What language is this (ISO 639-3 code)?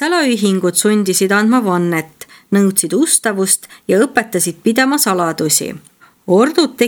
est